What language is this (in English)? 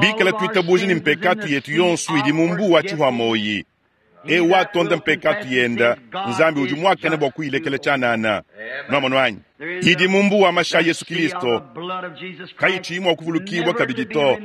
Luba-Lulua